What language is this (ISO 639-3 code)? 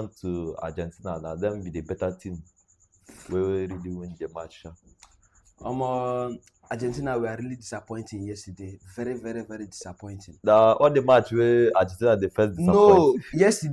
pcm